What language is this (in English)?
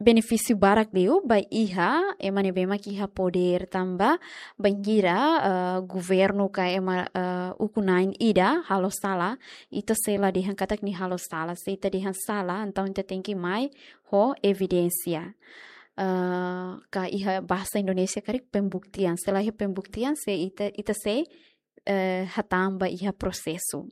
Tetum